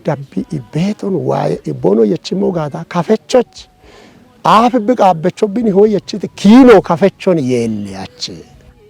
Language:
Kafa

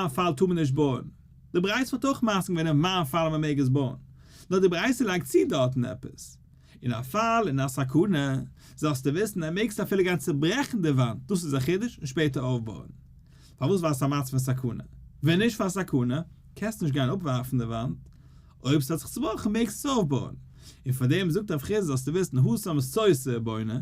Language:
Yiddish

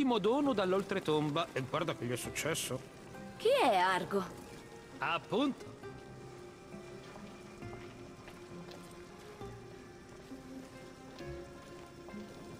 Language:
Italian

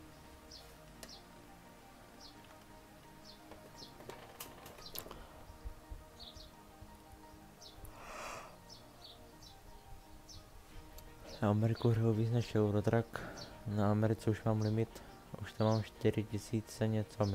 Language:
Czech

